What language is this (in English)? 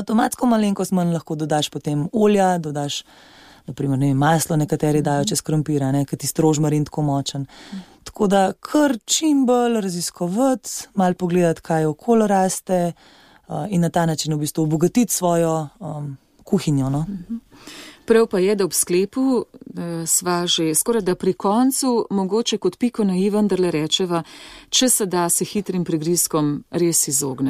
Slovenian